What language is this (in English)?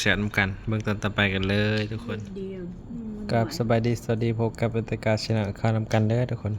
Northeastern Thai